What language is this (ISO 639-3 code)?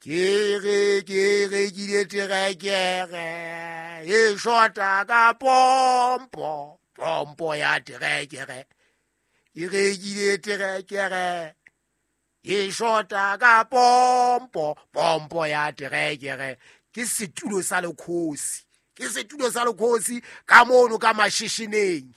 sot